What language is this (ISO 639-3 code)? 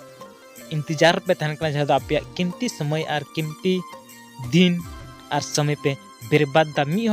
sat